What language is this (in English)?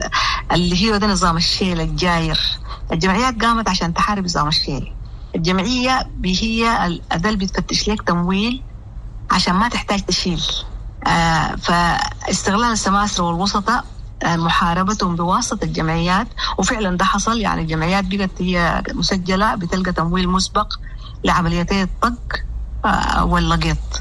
Sudanese Arabic